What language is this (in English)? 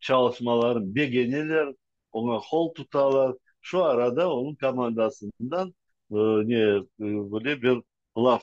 Crimean Tatar